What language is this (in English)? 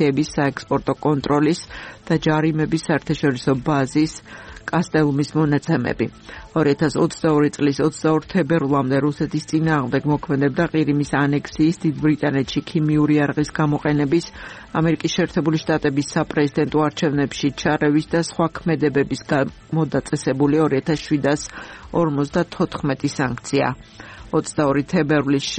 Georgian